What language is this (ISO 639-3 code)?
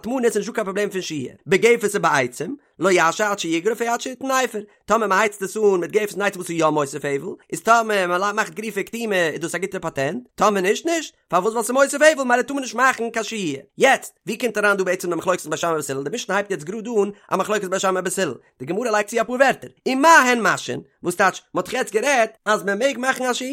yid